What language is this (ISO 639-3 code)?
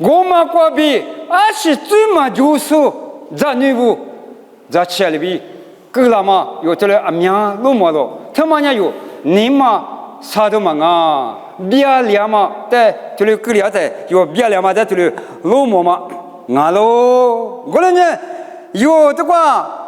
lis